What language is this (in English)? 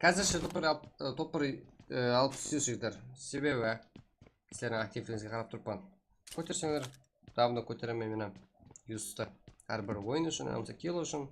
Kara-Kalpak